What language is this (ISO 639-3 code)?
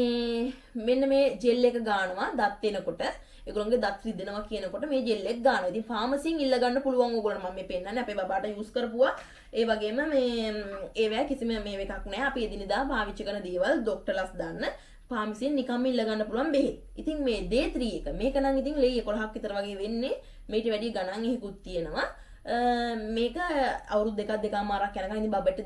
sin